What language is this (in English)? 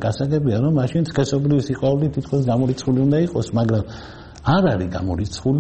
Georgian